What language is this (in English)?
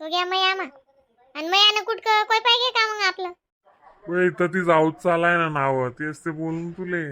Khandesi